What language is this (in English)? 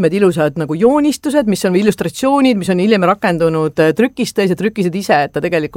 Estonian